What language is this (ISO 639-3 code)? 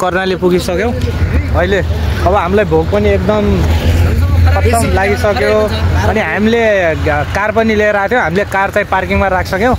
nep